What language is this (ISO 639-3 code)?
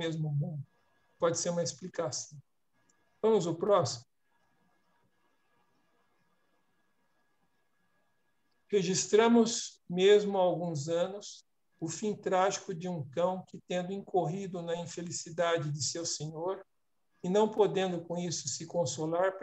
por